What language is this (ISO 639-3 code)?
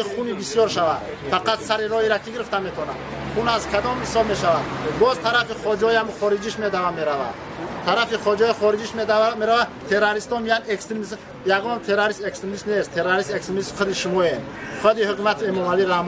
tgk